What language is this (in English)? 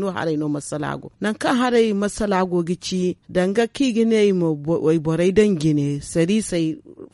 Zarma